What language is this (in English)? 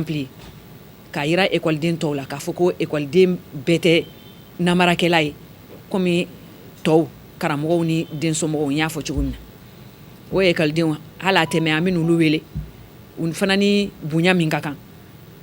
Bambara